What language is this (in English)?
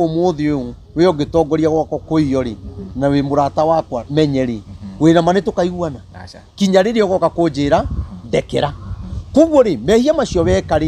Kikuyu